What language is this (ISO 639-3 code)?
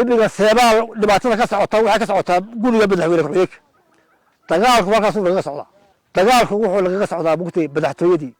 som